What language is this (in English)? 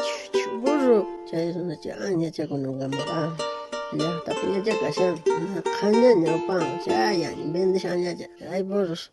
South Bolivian Quechua